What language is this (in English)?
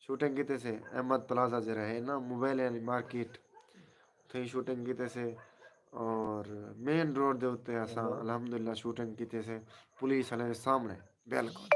Saraiki